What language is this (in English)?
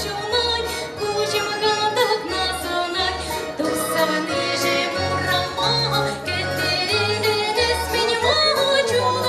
Chuvash